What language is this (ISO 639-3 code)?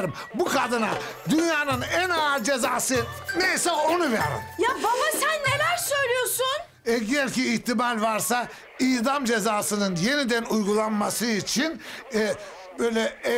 tur